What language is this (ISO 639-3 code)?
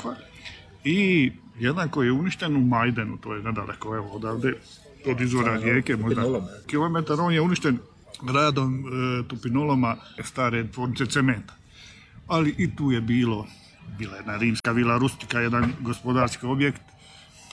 hrv